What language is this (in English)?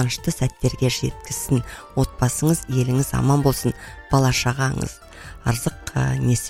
Kazakh